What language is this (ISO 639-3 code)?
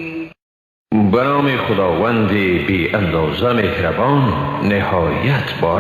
fas